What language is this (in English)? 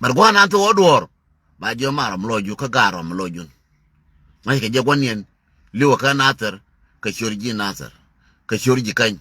Nuer